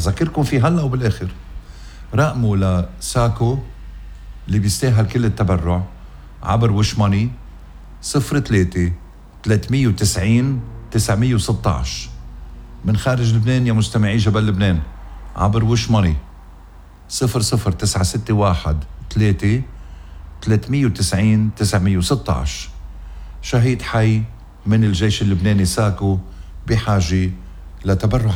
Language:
North Levantine Arabic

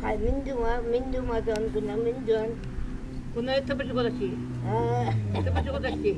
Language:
Chuvash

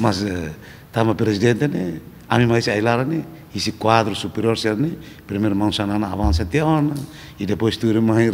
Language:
Tetum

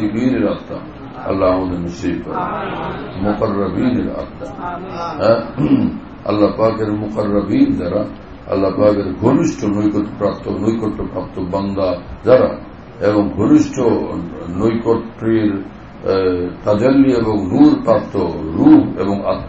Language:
Bangla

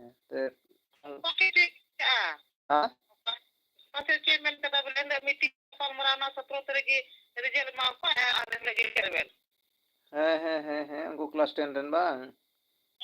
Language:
Santali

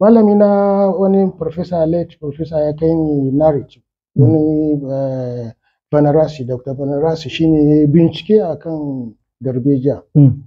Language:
Hausa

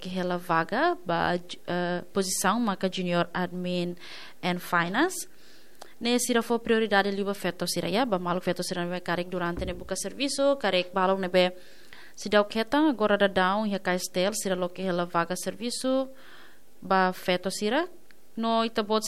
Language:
Tetum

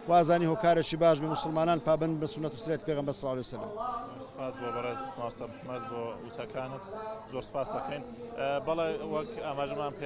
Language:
Central Kurdish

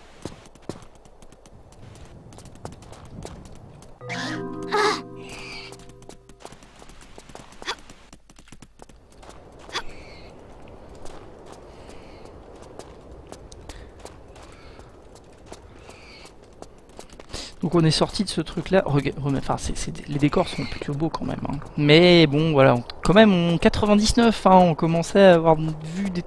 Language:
French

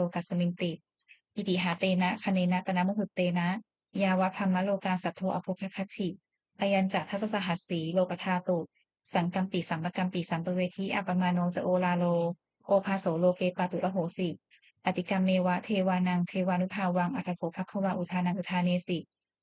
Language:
Pali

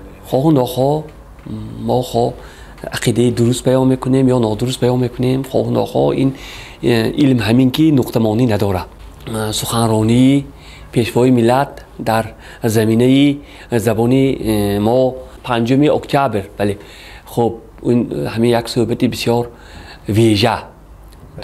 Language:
Tajik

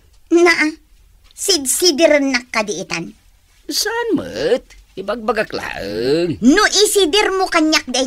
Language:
Iloko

